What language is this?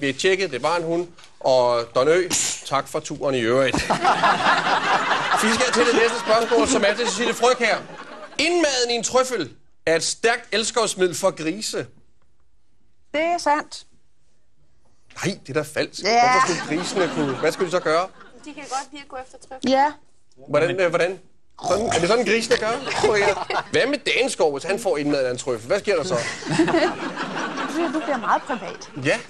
Danish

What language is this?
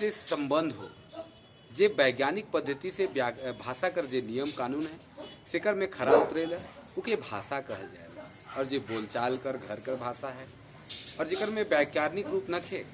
Sadri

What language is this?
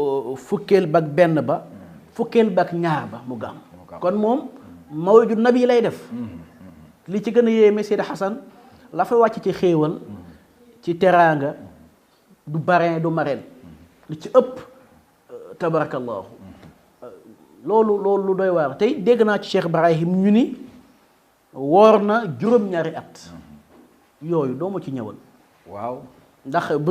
Wolof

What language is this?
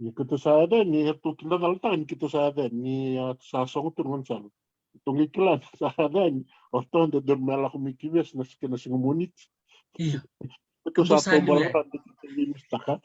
Fijian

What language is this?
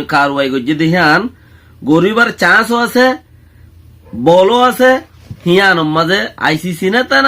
Rohingya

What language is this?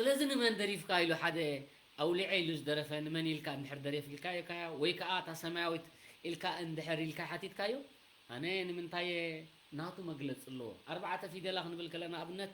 Tigrinya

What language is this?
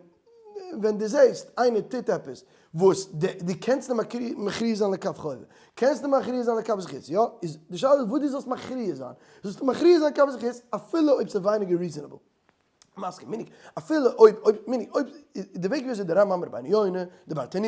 Yiddish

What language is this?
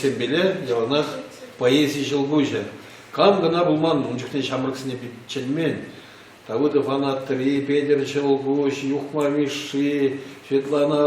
Chuvash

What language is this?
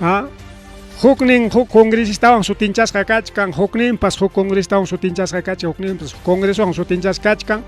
Ayacucho Quechua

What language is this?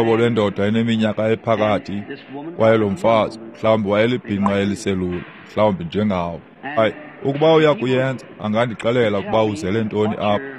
Xhosa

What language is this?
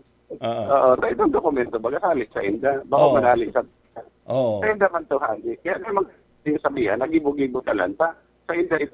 Bikol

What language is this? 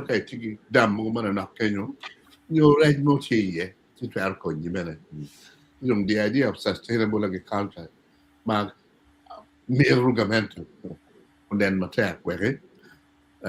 Acoli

